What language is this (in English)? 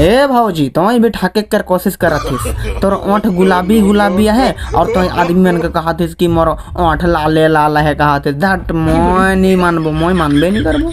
Sadri